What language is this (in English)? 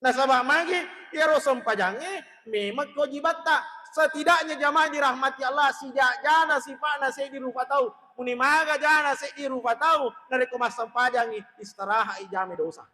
Buginese